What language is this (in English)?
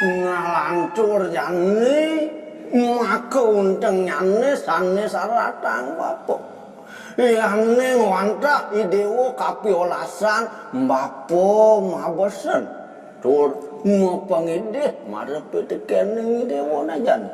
Balinese